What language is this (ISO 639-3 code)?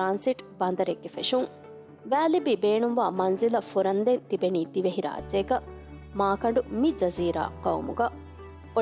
div